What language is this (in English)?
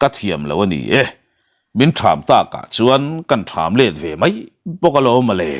Mizo